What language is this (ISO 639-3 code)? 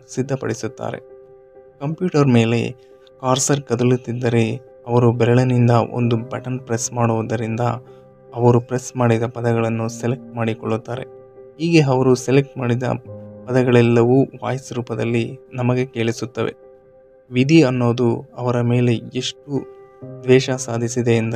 kan